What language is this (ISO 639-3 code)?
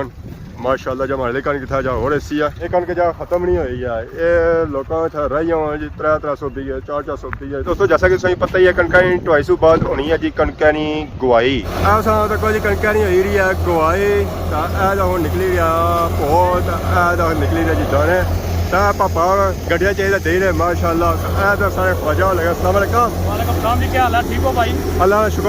phr